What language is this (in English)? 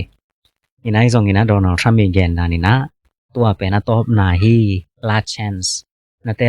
Tedim Chin